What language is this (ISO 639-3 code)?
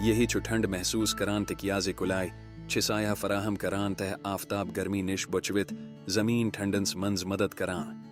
kas